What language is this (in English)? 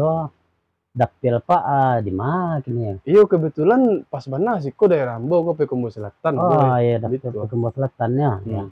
Minangkabau